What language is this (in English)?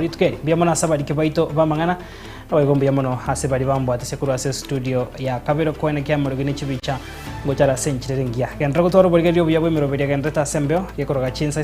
Gusii